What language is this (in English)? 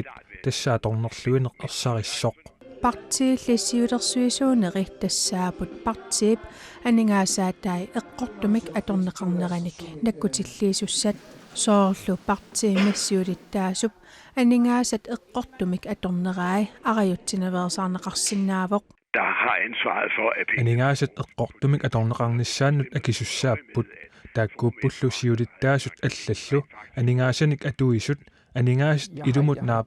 Kalaallisut